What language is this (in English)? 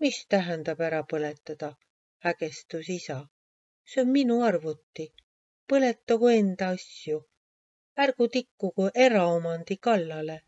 Estonian